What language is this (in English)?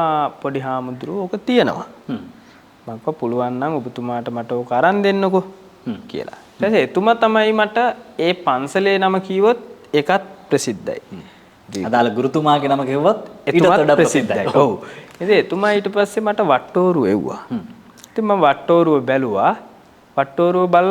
Sinhala